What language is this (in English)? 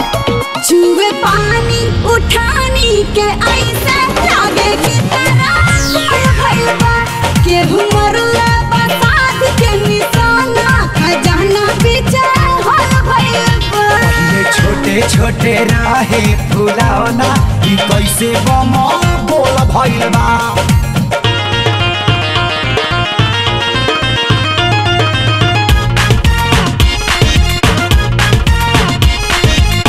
Bhojpuri